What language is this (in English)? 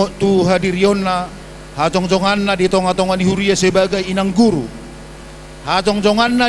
Batak Toba